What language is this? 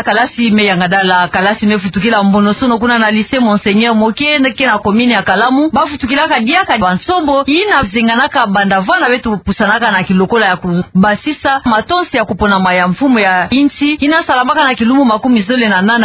Kituba (Democratic Republic of Congo)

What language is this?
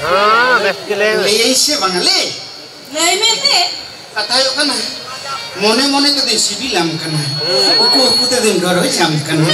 Santali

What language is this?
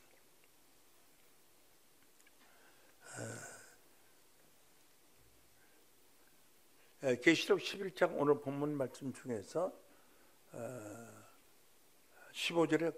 Korean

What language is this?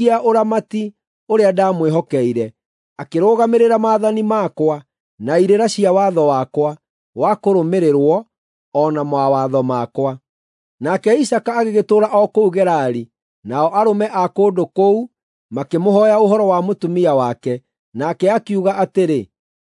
Kikuyu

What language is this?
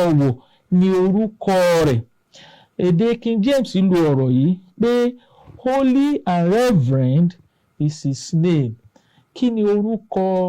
Yoruba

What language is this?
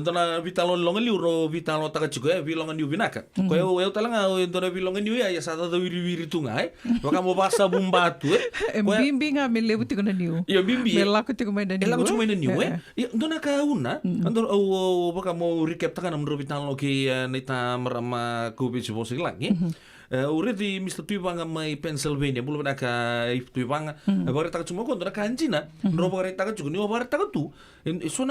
Fijian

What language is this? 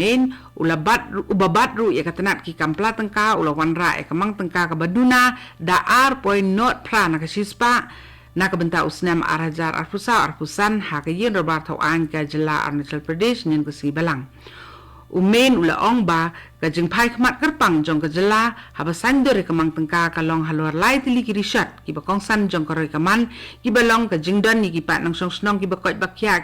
Khasi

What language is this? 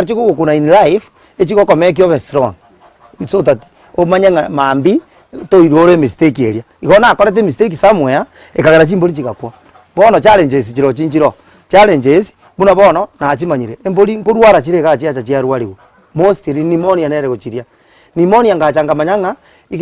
Gusii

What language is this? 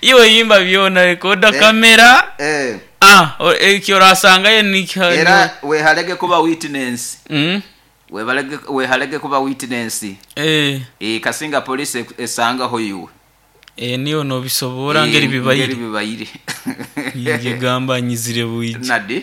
Nyoro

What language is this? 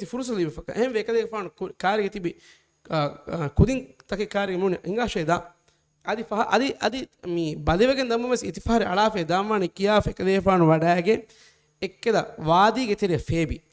Divehi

